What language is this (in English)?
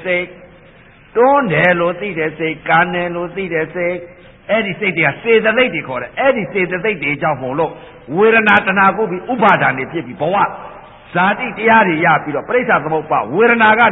Burmese